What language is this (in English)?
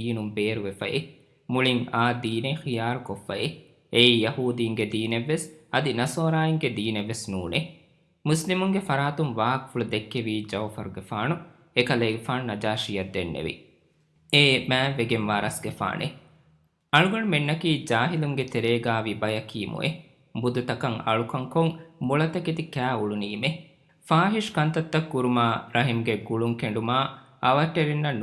Divehi